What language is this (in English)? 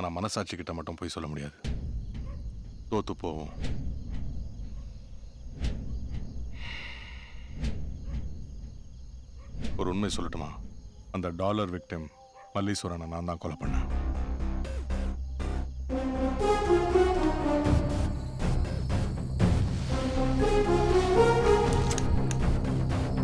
Tamil